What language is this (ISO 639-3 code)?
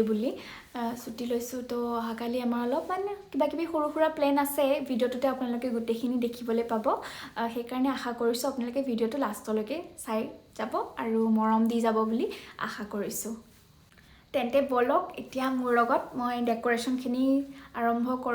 asm